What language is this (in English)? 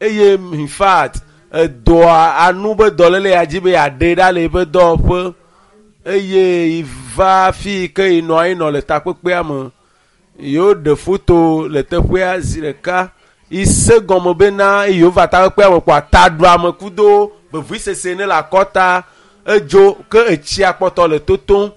Ewe